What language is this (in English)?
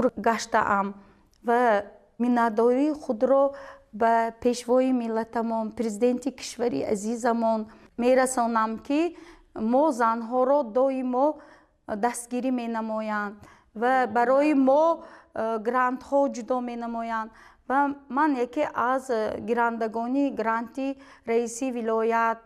Tajik